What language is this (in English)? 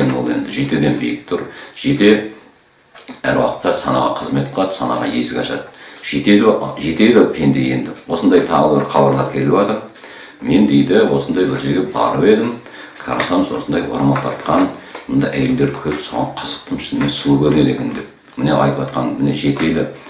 Kazakh